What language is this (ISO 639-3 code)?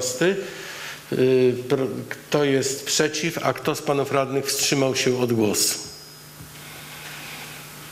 pol